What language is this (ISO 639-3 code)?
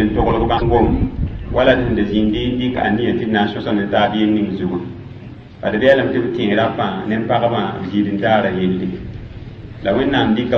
mos